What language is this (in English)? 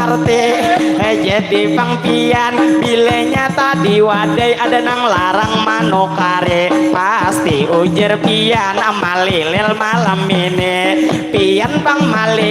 Banjar